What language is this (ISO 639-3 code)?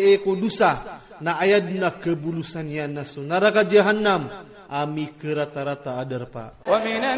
ilp